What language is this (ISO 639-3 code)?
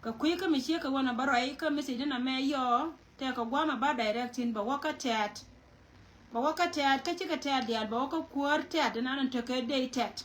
nus